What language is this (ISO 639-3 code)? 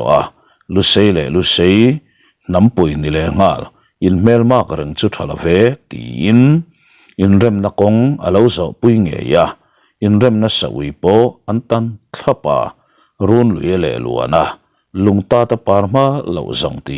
lus